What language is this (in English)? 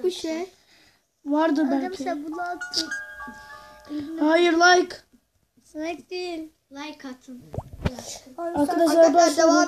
Turkish